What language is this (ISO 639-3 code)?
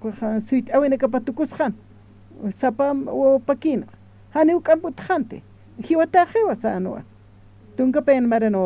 aym